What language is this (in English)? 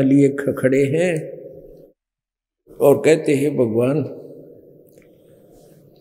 Hindi